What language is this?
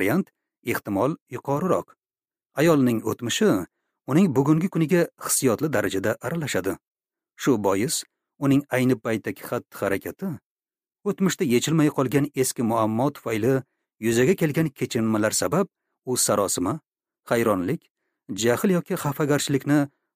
Uzbek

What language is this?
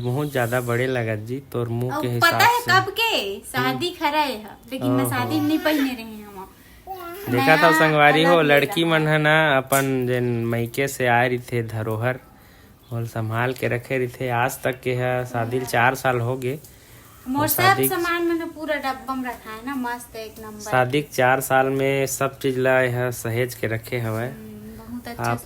Chhattisgarhi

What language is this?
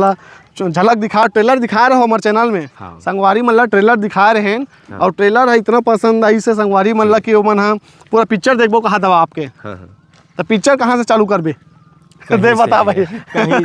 Chhattisgarhi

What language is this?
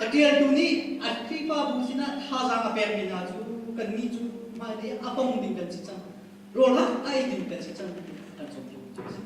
Hakha Chin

